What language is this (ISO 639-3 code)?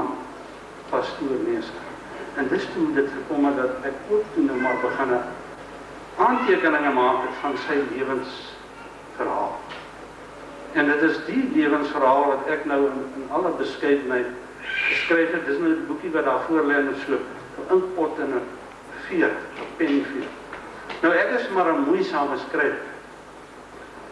afr